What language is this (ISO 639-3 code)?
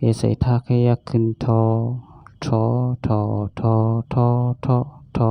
shn